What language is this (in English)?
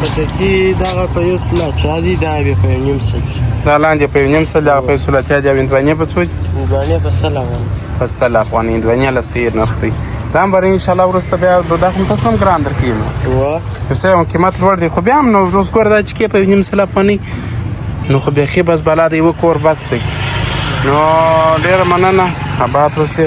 Pashto